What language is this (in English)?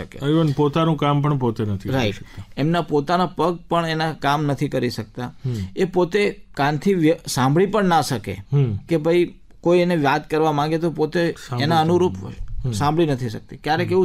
Gujarati